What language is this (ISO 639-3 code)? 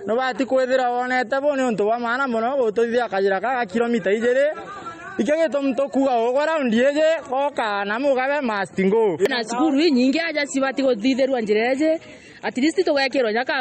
mer